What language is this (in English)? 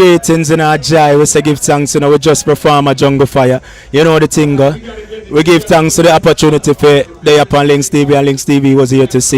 Jamaican Creole English